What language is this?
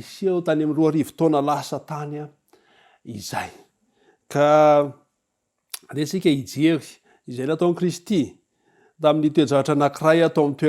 Malagasy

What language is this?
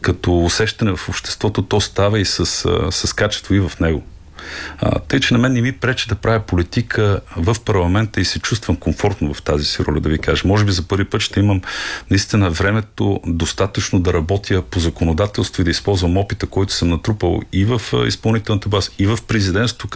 Bulgarian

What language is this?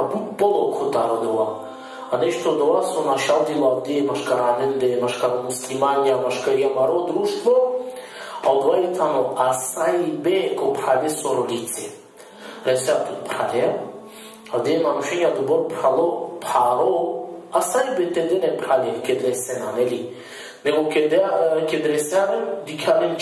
Balkan Romani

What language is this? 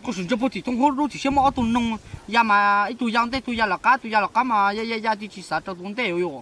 Hmong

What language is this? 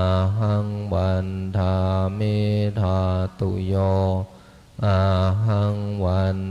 Pali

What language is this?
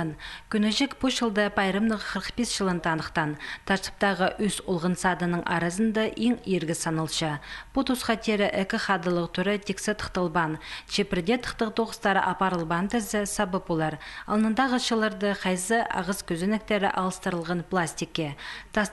Khakas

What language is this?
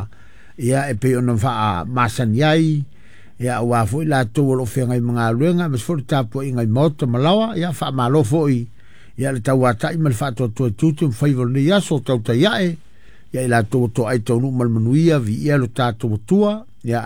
Samoan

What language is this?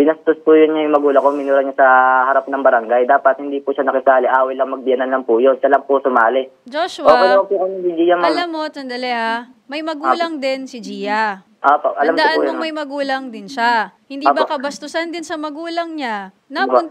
Filipino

